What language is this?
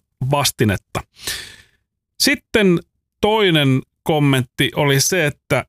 Finnish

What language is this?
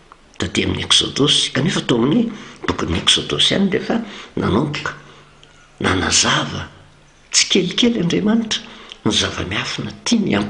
Malagasy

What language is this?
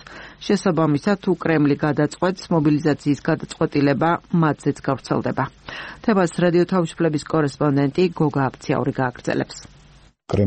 Georgian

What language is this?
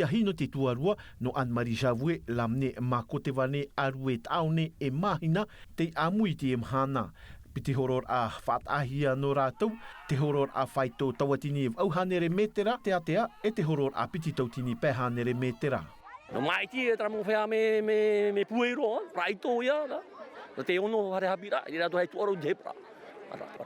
Tahitian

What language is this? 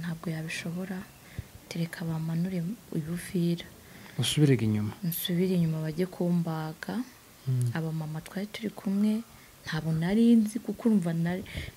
Kinyarwanda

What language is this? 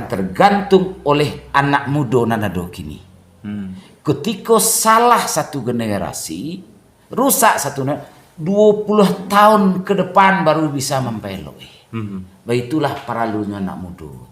Minangkabau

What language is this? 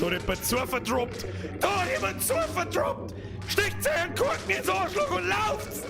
Bavarian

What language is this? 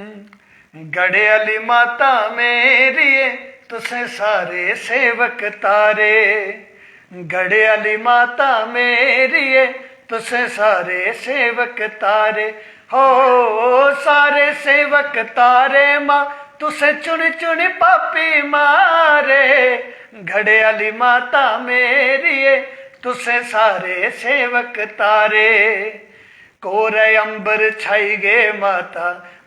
Dogri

